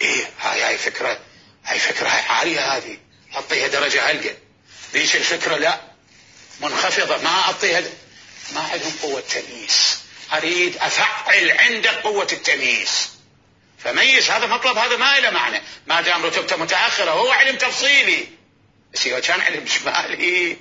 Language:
Mesopotamian Arabic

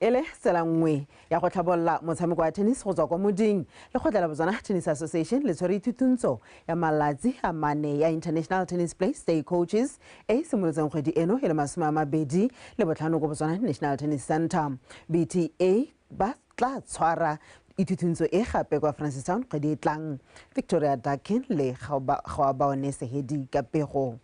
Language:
Tswana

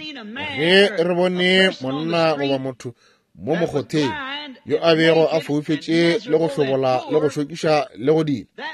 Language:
Northern Sotho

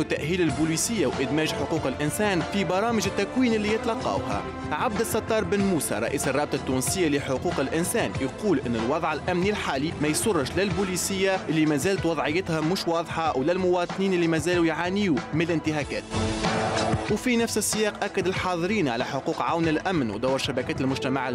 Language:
Tunisian Arabic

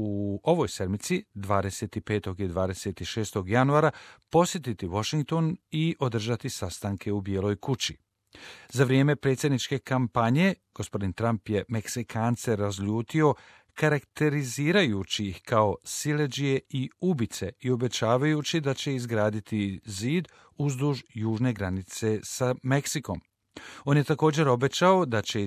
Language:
Croatian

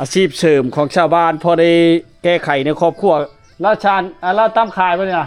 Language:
Lao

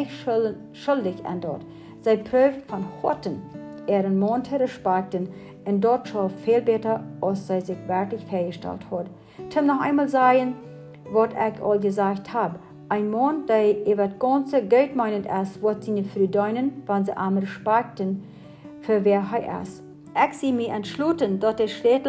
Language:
Plautdietsch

